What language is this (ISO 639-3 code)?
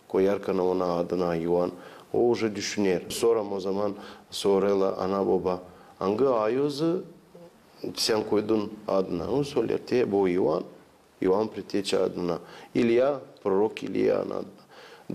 gag